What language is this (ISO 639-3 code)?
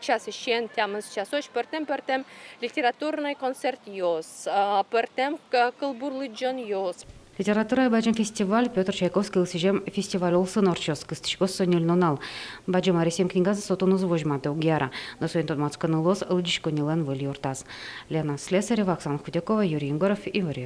udm